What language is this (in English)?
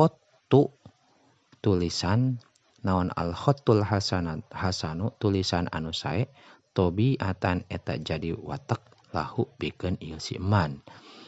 Sundanese